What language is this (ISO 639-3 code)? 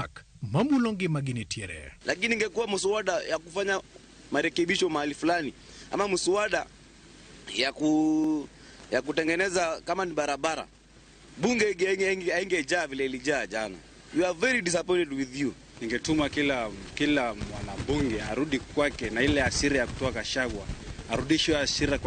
luo